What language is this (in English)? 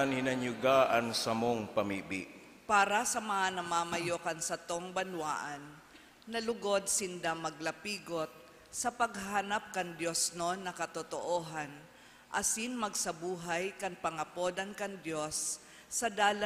Bikol